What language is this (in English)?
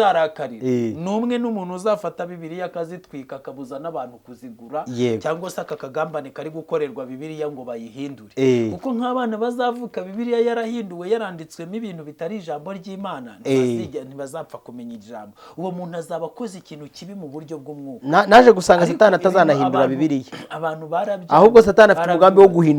Kinyarwanda